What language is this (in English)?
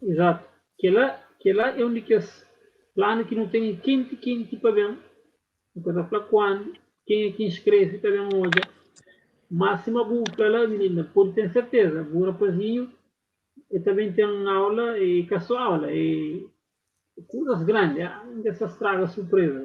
Kabuverdianu